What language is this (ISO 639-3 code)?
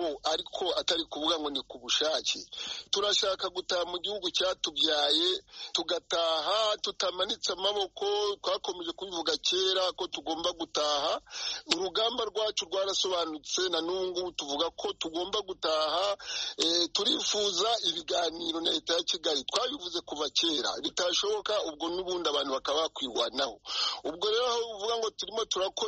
kin